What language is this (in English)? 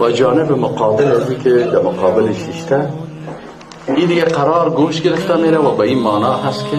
Persian